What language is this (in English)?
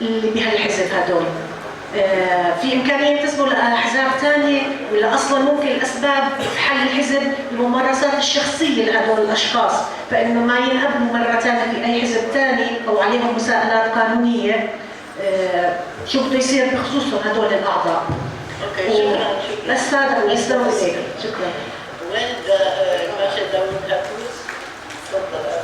North Levantine Arabic